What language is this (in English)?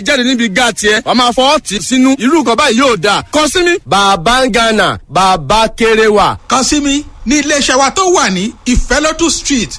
Yoruba